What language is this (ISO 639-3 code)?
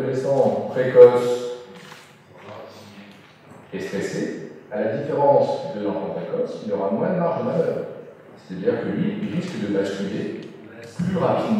fra